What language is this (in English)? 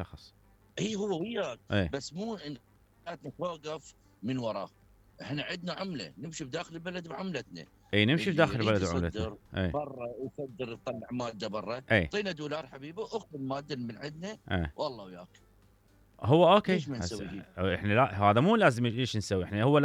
Mesopotamian Arabic